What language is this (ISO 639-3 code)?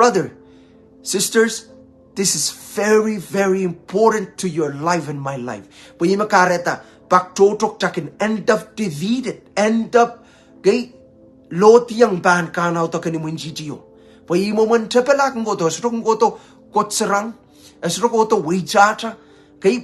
pon